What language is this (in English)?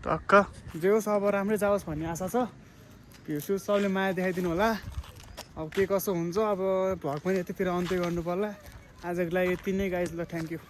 Nepali